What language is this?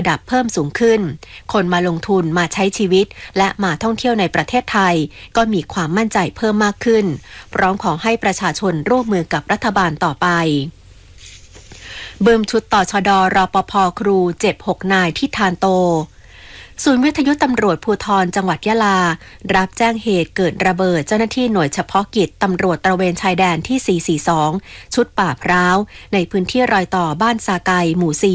Thai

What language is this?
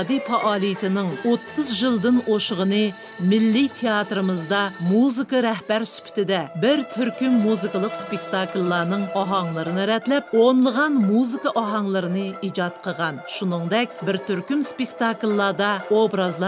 Uyghur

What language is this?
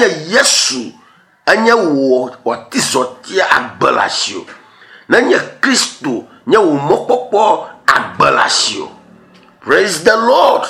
Ewe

